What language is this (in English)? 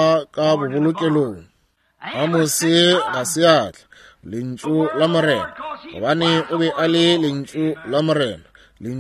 Northern Sotho